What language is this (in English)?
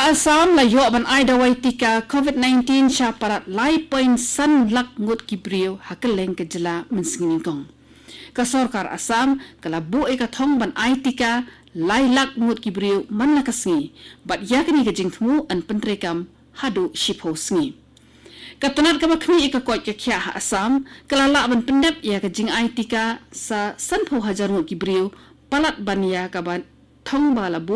Khasi